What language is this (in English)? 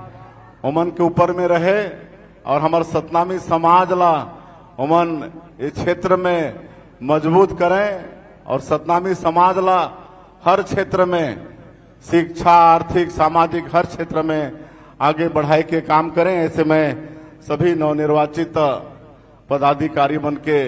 Chhattisgarhi